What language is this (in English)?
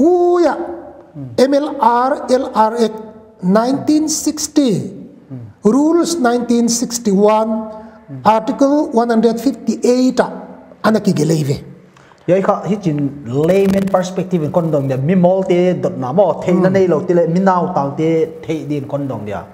Paite Chin